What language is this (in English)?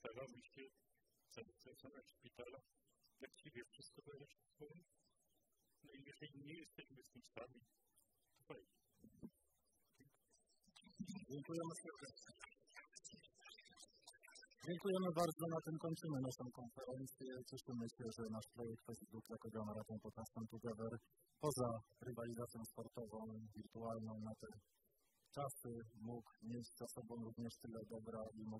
Polish